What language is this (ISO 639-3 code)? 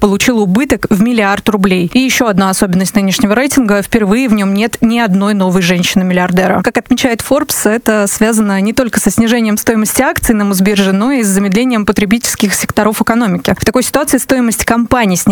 rus